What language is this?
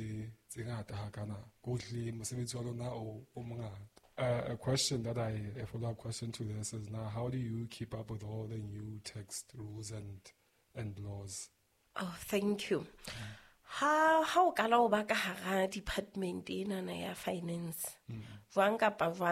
Southern Sotho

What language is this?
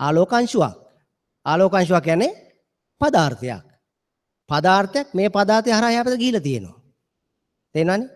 Sinhala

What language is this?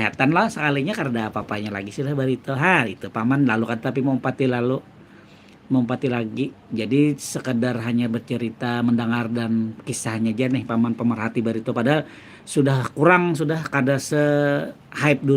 Banjar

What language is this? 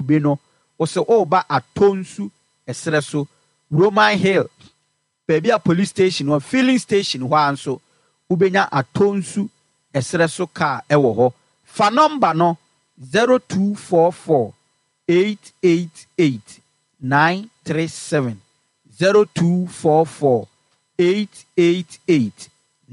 Akan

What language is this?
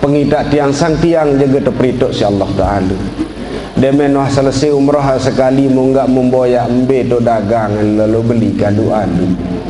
Sasak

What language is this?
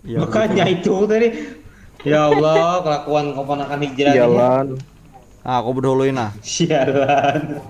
Banjar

